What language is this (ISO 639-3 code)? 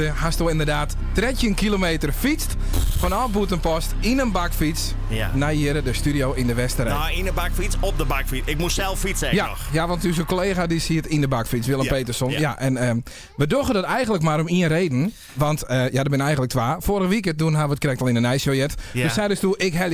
fry